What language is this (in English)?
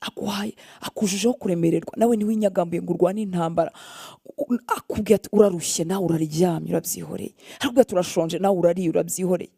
Kinyarwanda